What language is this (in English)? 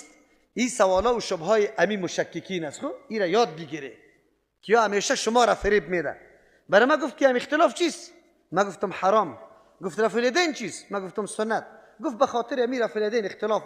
Tajik